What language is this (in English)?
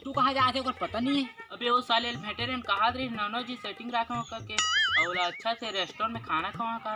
Chhattisgarhi